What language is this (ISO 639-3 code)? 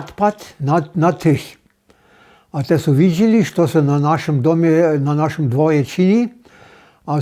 hsb